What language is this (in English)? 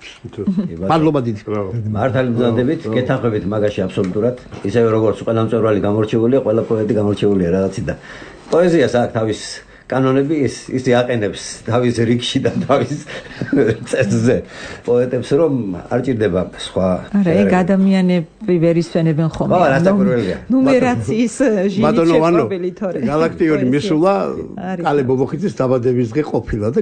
Georgian